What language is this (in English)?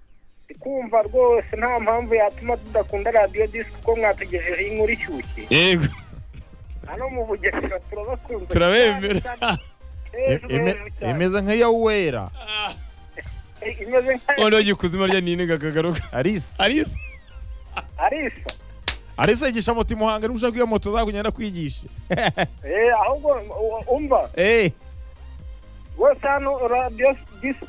Kinyarwanda